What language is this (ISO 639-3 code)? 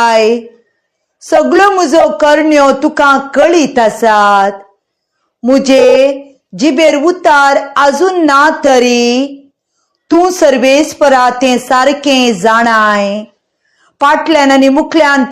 kok